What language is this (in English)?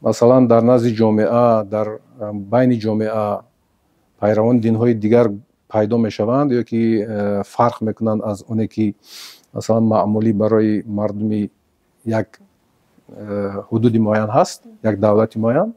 Tajik